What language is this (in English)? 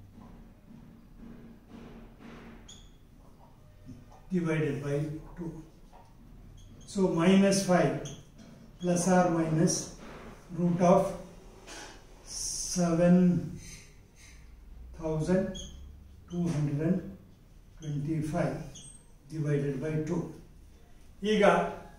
Kannada